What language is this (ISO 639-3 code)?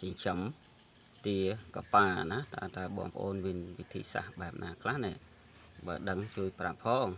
khm